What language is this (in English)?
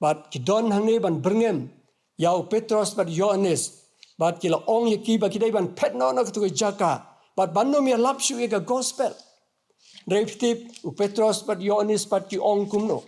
Khasi